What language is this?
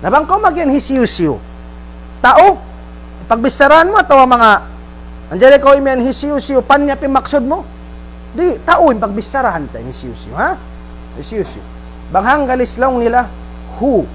Tausug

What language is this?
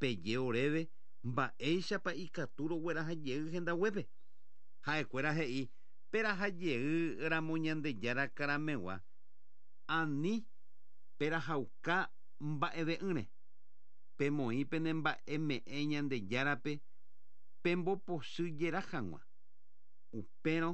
Guarani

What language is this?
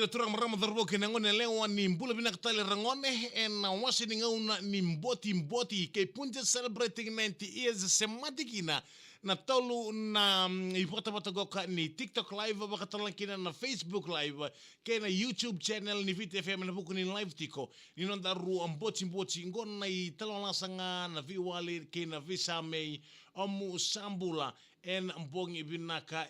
Fijian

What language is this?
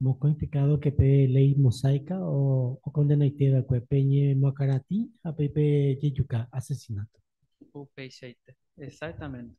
Guarani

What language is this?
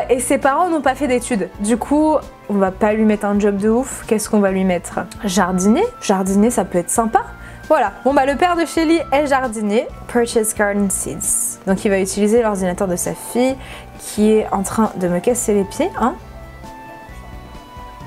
French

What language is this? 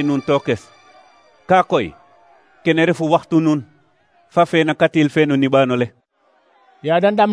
Serer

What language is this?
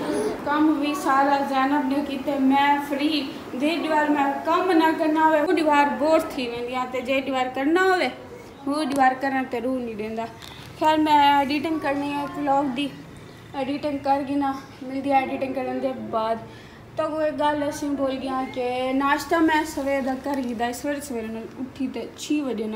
Saraiki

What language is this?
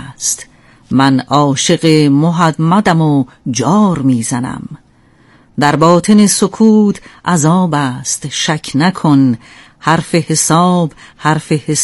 Persian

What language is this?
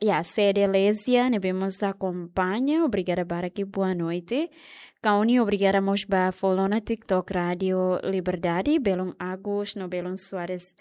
Tetum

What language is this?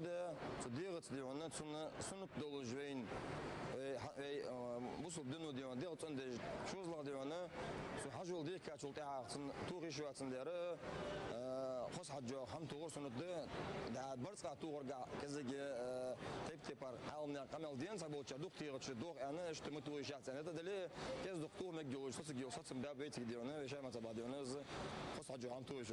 Ingush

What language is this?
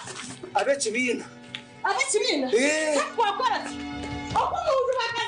Nyankole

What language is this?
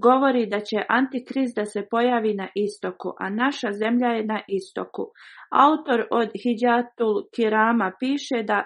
Bosnian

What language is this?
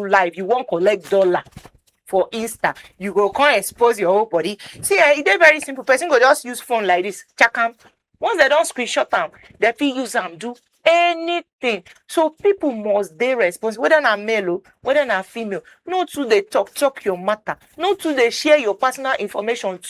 Nigerian Pidgin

